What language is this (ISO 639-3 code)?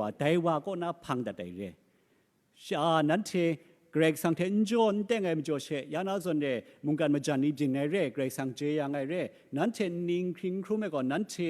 kac